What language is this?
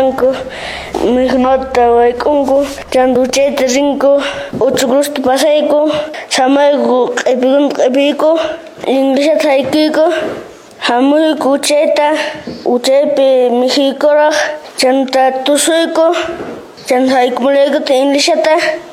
Quechua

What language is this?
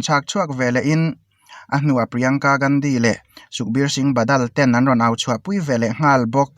Mizo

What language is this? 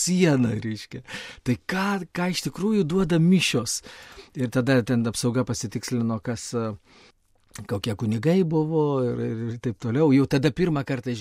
Lithuanian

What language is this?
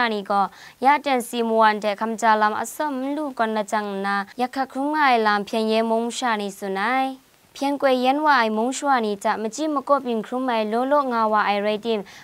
Kachin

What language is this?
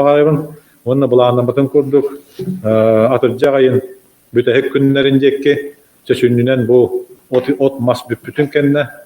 Yakut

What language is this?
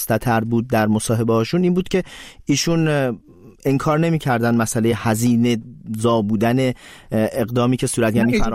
Persian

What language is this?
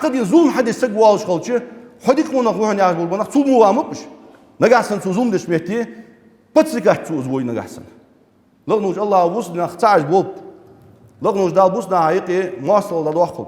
Ingush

